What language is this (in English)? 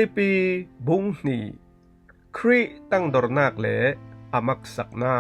Falam Chin